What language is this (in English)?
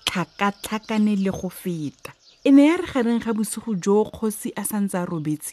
Tswana